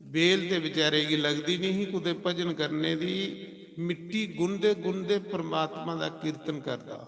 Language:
Dogri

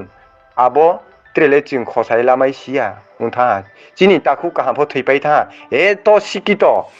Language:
Riang (India)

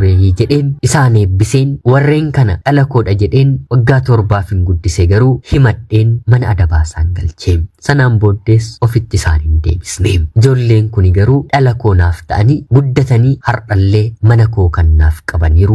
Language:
Oromo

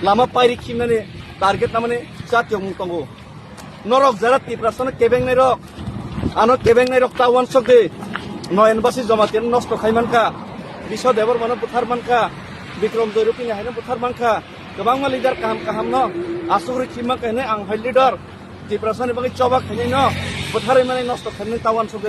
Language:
Kok Borok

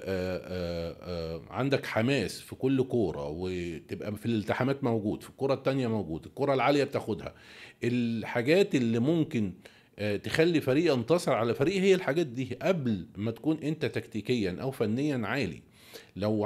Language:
Egyptian Arabic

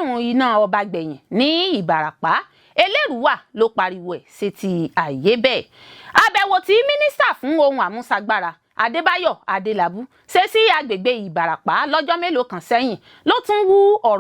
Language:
Yoruba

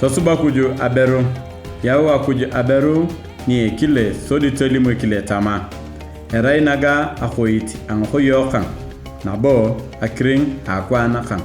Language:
Turkana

